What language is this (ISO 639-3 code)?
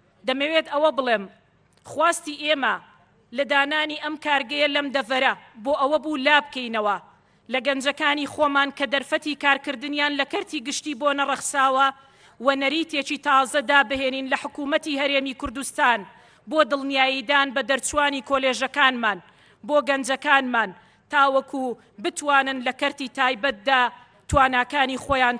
ckb